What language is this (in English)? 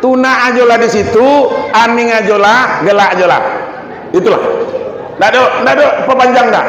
Minangkabau